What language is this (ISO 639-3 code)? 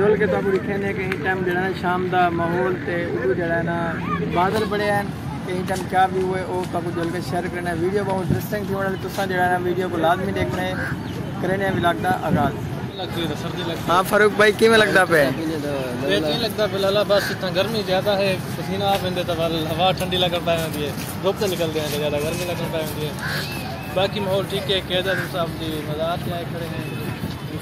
skr